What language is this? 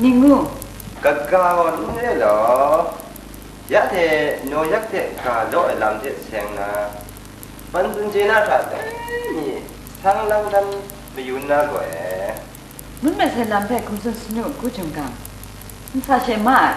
Kachin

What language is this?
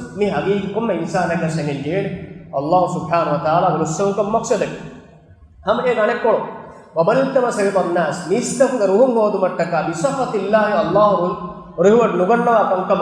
Divehi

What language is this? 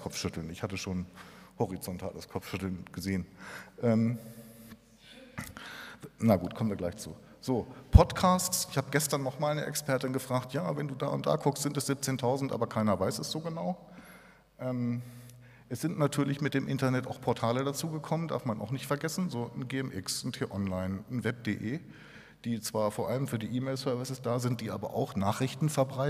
German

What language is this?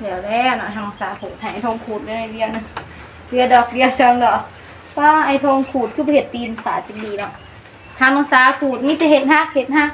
Northeastern Thai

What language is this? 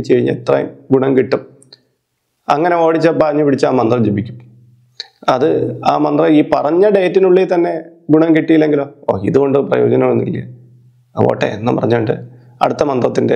Malayalam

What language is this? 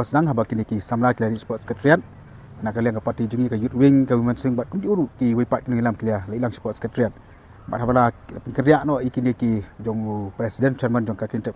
Khasi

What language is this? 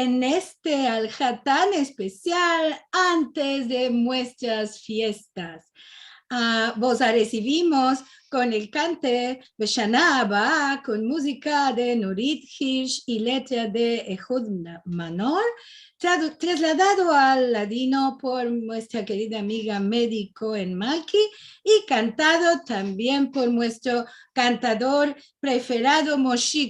Ladino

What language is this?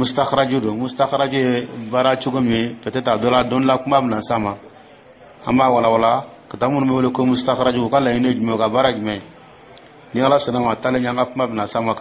Dyula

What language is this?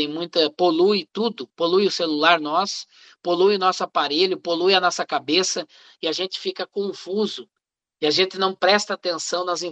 Portuguese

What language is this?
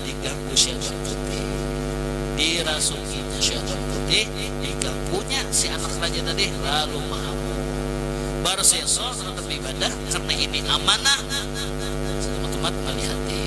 Banjar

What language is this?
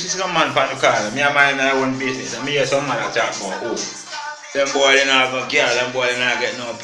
Jamaican Creole English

